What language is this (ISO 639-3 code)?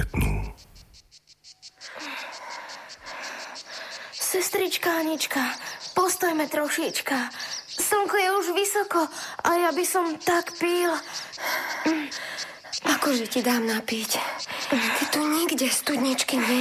slk